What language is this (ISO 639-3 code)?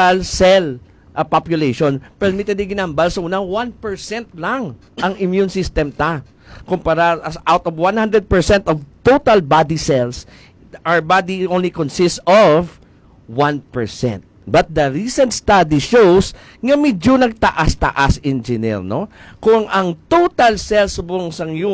hil